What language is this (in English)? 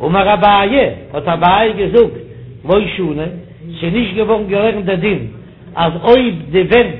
Yiddish